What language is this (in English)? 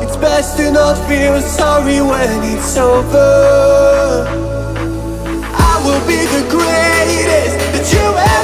English